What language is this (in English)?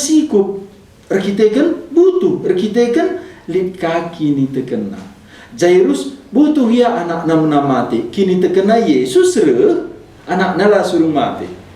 Batak Karo